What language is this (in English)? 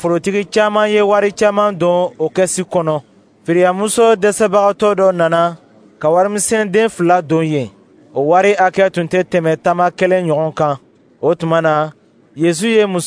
Dyula